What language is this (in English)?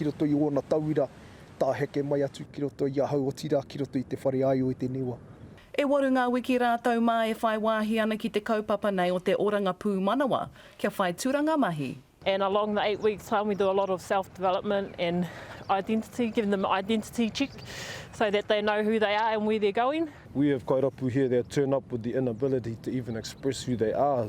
Māori